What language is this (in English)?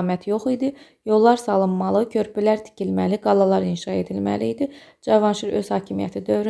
Azerbaijani